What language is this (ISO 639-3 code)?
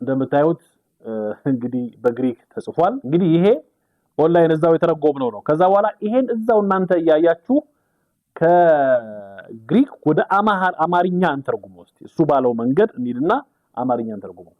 amh